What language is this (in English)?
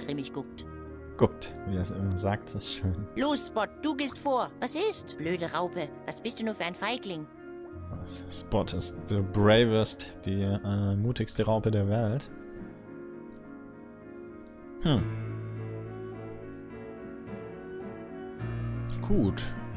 German